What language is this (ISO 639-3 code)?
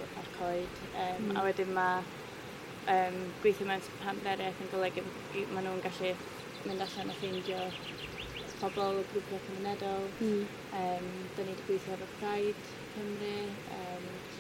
cym